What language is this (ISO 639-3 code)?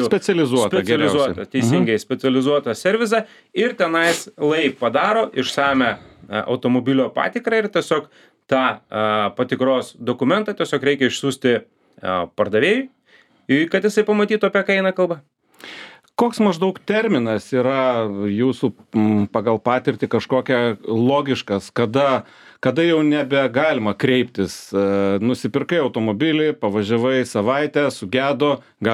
lit